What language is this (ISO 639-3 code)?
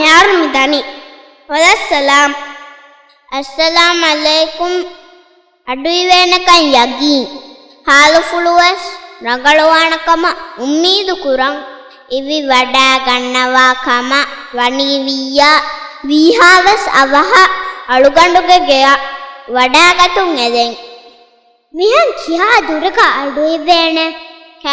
div